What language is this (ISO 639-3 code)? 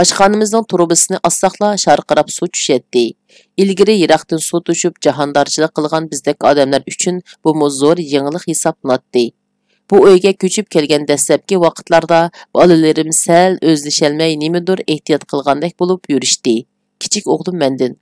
uig